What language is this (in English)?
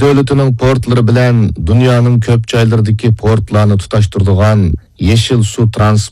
Uyghur